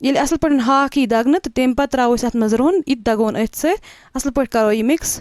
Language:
Kashmiri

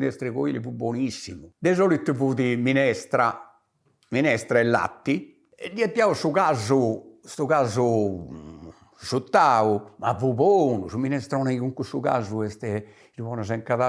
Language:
Sardinian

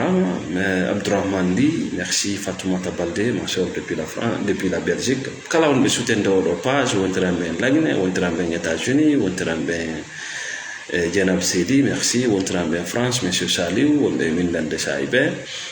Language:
Fula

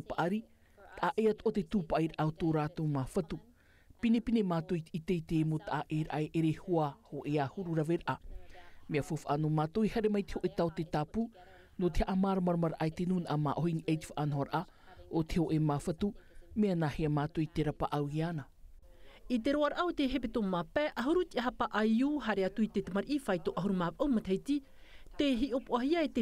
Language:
Tahitian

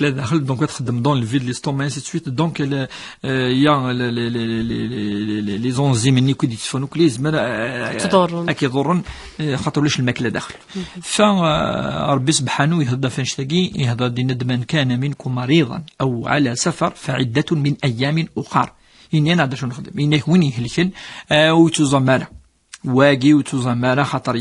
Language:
Kabyle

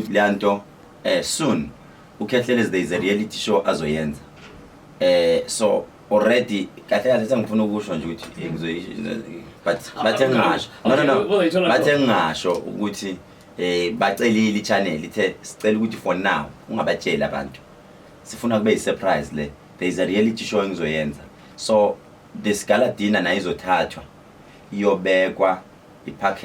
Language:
Zulu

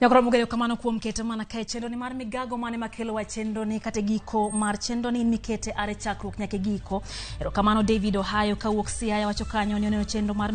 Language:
Luo (Kenya and Tanzania)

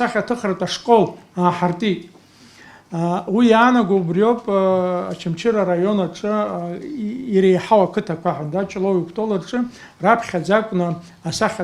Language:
Abkhazian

